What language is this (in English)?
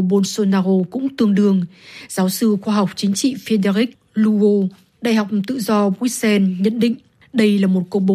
Vietnamese